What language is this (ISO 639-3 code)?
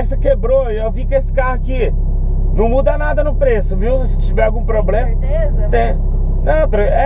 por